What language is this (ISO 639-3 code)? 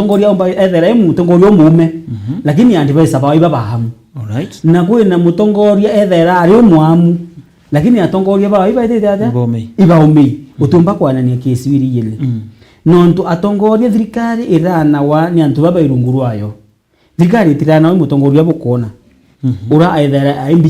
mer